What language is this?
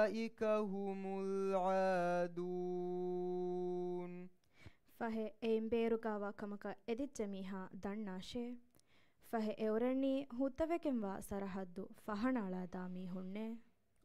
Divehi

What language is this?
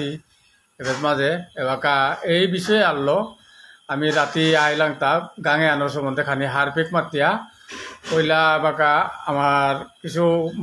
Bishnupriya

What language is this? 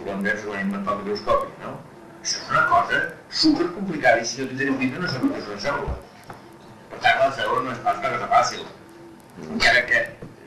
Catalan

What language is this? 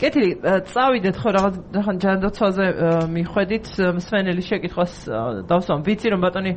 Georgian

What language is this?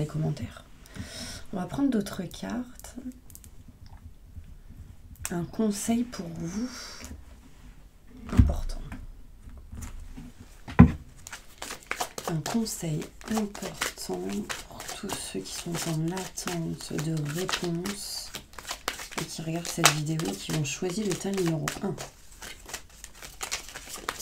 French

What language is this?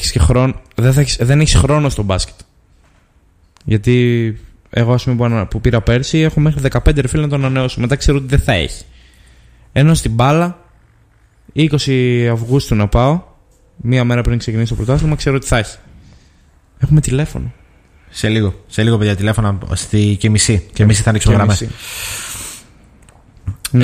Greek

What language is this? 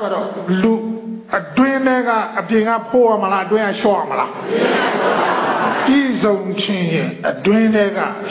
Burmese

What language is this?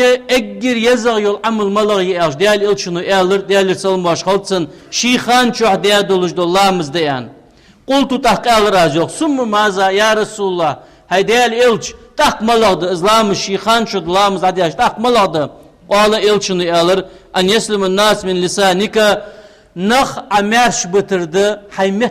Ingush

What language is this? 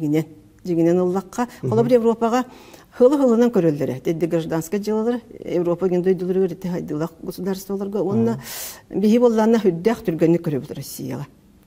Yakut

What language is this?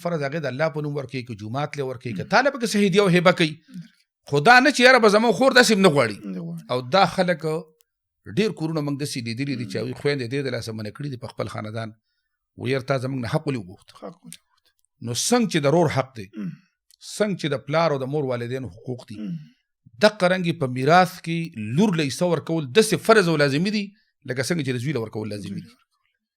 Pashto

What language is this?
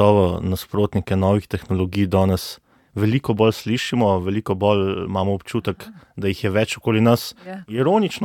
Slovenian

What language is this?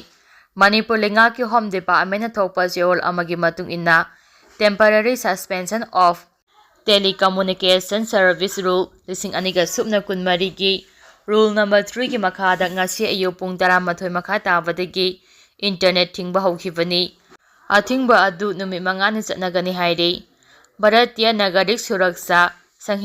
Manipuri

